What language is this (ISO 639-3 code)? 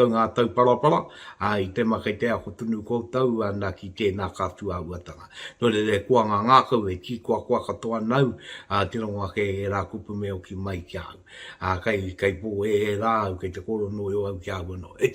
mri